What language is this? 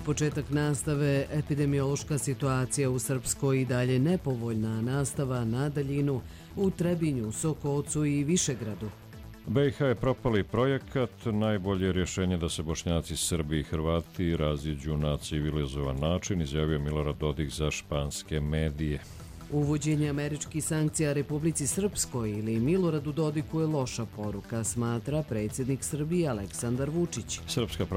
Croatian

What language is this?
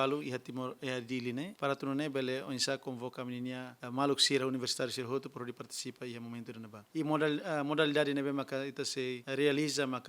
Tetum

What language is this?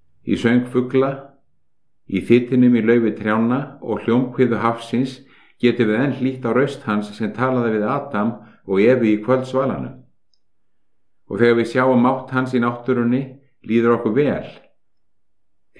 Icelandic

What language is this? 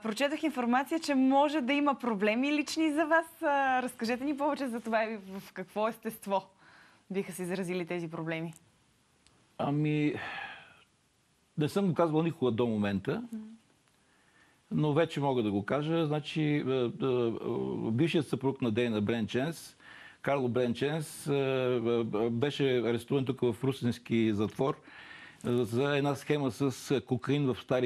Bulgarian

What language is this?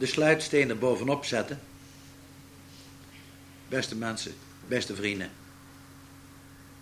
Dutch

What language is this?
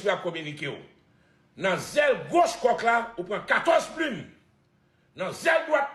Haitian Creole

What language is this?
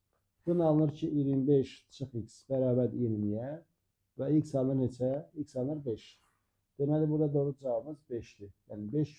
Azerbaijani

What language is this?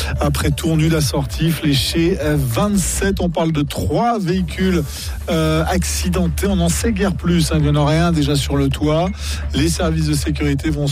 French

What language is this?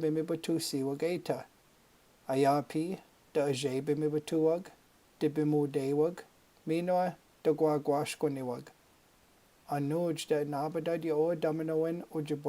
Chippewa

